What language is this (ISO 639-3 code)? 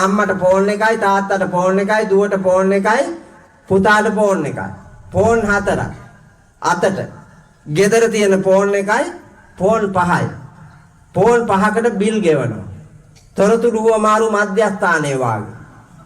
sin